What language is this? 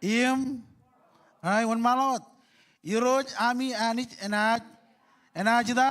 Marshallese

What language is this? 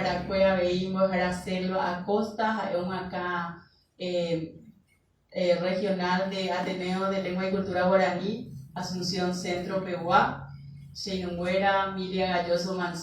Guarani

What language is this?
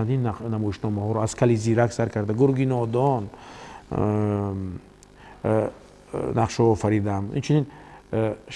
Tajik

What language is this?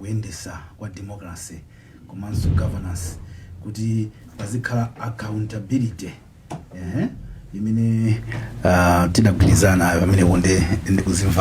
Nyanja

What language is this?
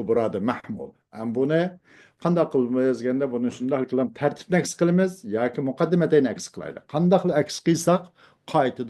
Uyghur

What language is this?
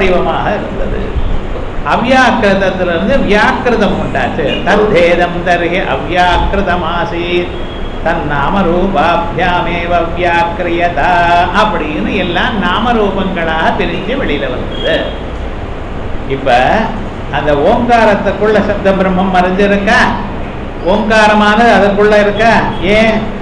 Tamil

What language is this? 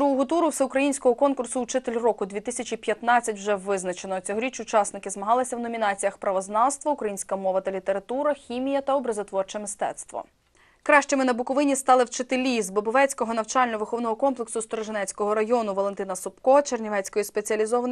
Ukrainian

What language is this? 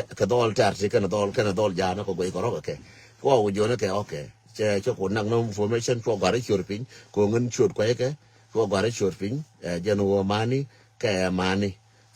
Nuer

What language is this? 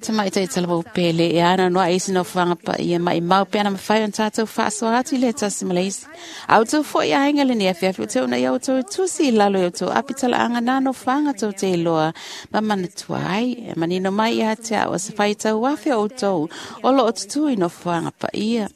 Samoan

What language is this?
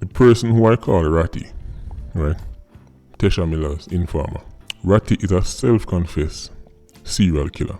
Jamaican Creole English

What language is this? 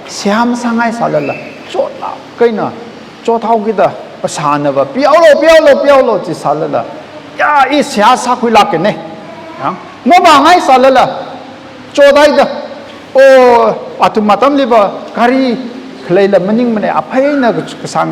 Tangkhul Naga (India)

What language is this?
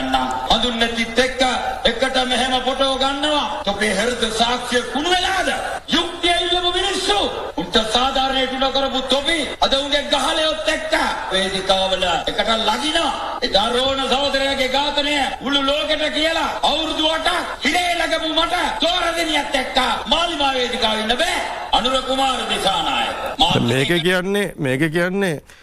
Sinhala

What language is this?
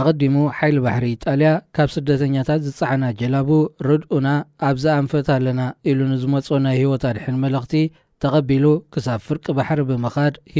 Tigrinya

